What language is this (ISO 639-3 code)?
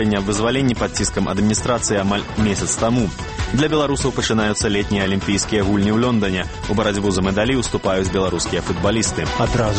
bel